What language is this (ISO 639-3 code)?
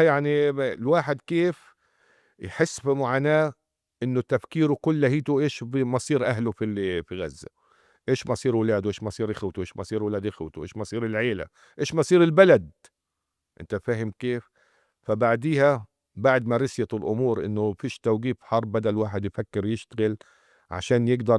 apc